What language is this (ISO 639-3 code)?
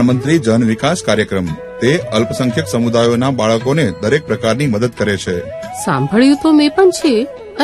guj